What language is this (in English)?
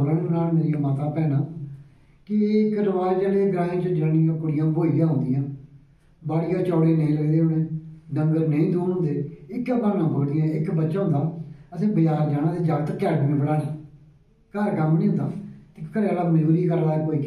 Dogri